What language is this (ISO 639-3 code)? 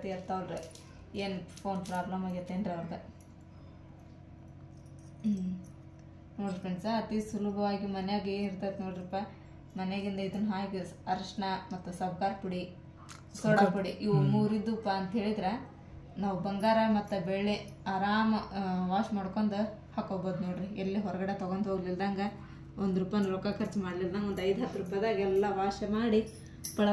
kan